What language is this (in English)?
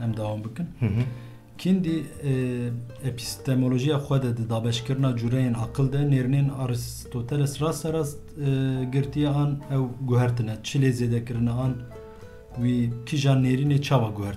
Kurdish